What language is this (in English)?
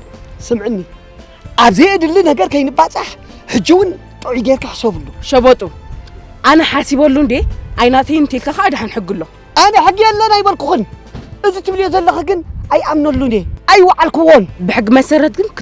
Tigrinya